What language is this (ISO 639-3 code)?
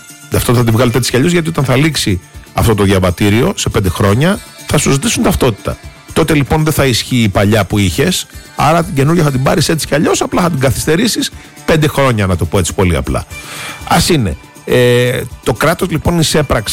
ell